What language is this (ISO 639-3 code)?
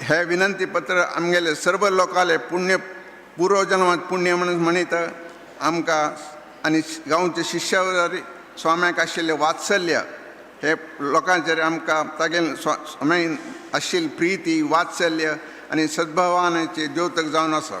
kok